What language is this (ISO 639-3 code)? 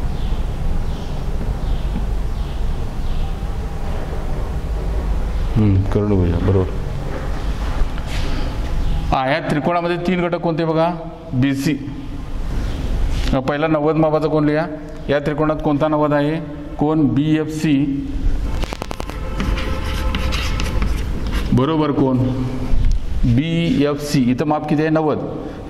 mar